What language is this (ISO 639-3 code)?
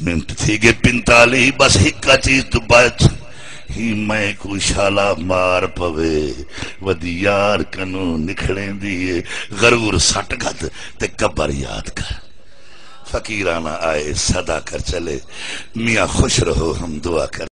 skr